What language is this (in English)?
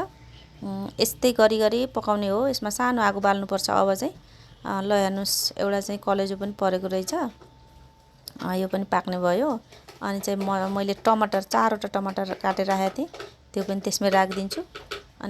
Nepali